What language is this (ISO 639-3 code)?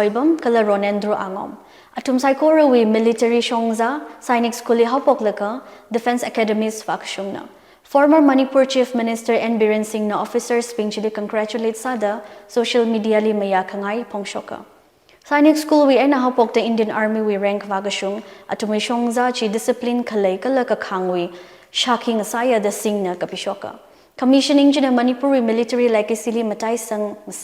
nmf